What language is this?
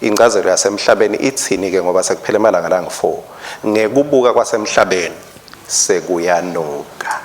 Swati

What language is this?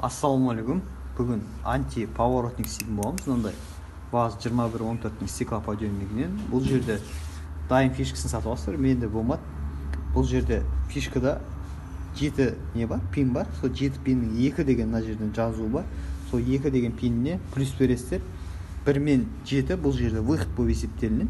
Kazakh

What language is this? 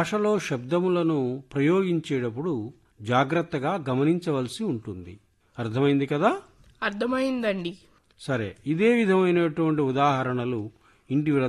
Telugu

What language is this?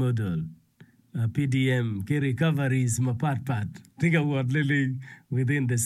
Acoli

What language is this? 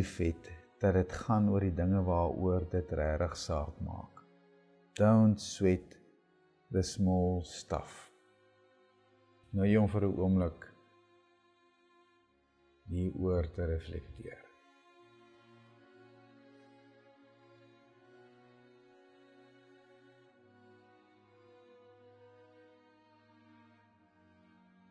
Afrikaans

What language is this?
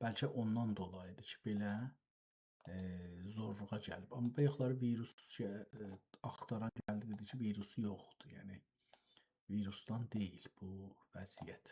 South Azerbaijani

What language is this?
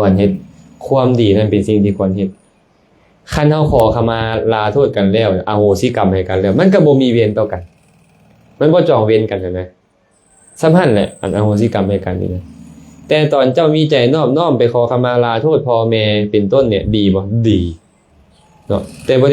Lao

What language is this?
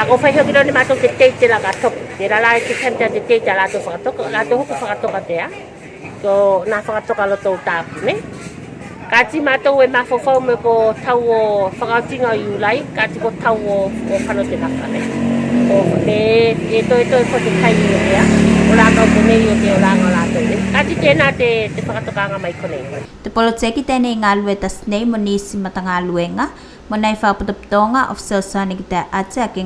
Tuvalu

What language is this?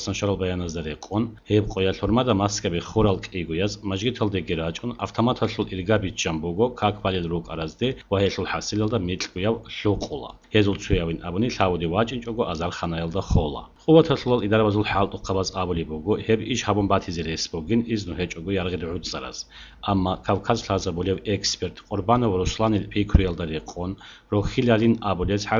Avaric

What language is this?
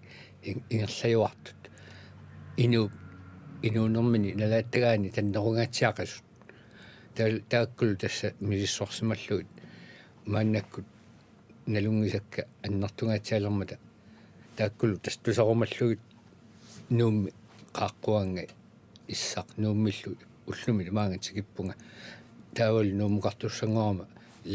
Kalaallisut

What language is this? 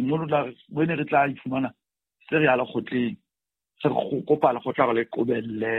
Southern Sotho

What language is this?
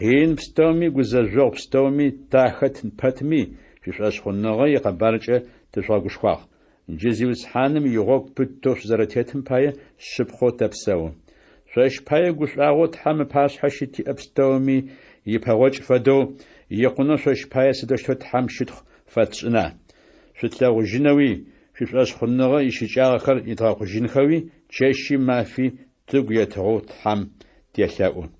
Adyghe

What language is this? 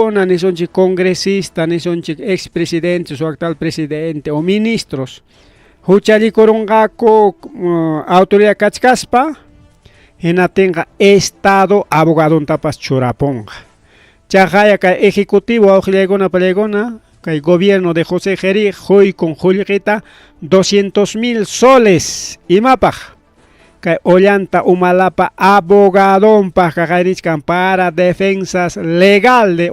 Ayacucho Quechua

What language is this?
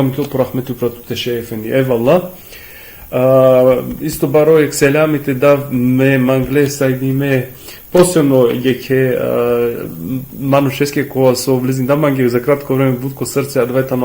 Balkan Romani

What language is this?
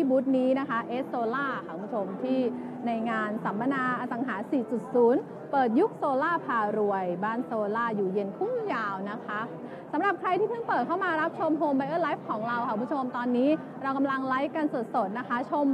Thai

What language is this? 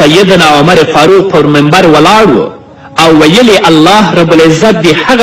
Pashto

